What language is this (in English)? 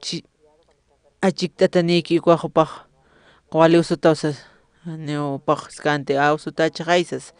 Aymara